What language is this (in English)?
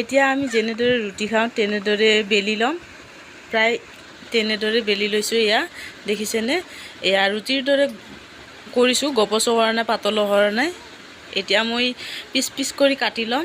Assamese